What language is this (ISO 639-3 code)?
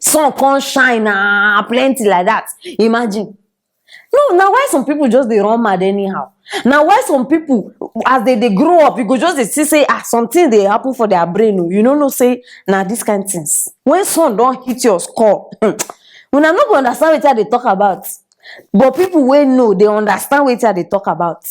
pcm